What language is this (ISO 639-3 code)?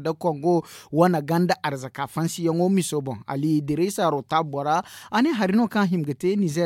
dje